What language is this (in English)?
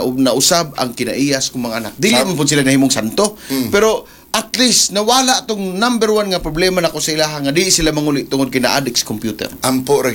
Cebuano